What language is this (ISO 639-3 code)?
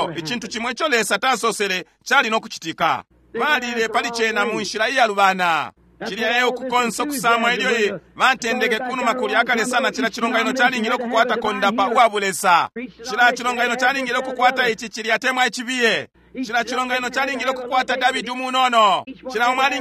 bem